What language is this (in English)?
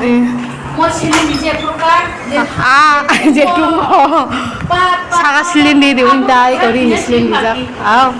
Kok Borok